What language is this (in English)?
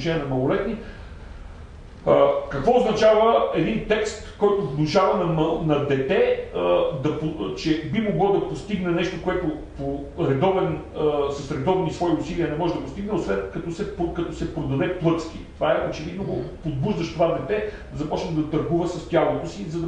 Bulgarian